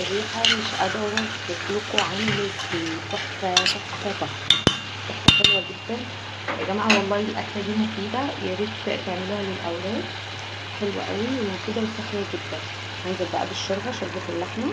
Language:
Egyptian Arabic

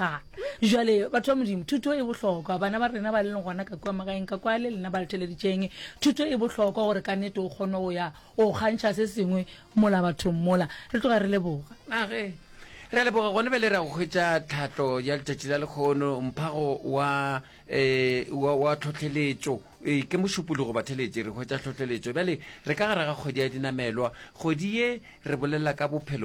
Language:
Northern Sotho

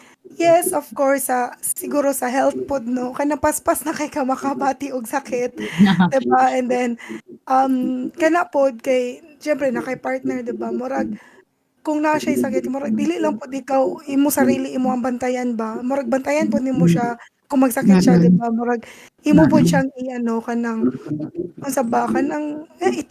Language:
Cebuano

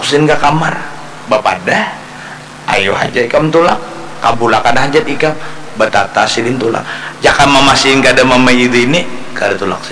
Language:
Banjar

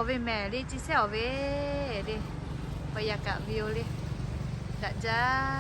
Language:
Lahu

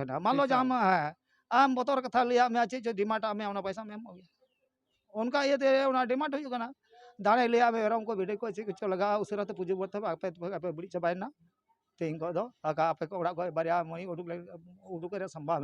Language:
Santali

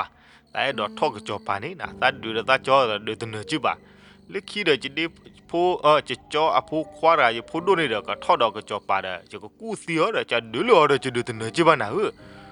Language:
S'gaw Karen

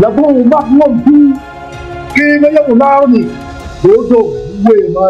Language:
Acoli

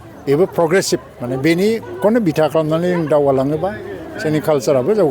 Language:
Bodo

